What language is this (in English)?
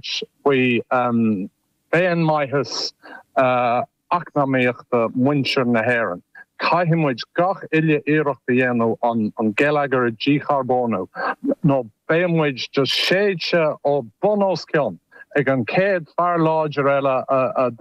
Irish